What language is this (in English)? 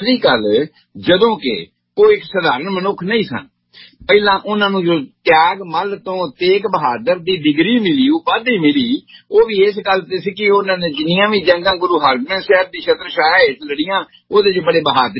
Punjabi